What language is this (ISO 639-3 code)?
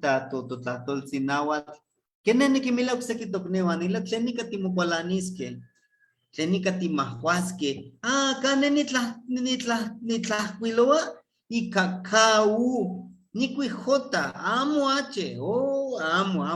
nhe